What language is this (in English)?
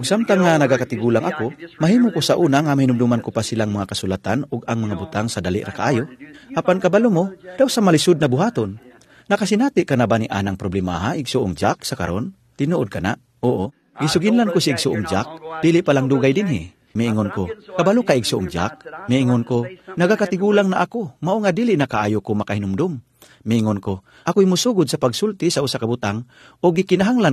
Cebuano